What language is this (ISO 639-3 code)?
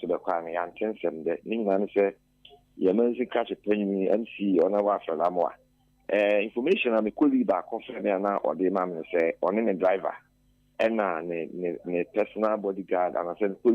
aka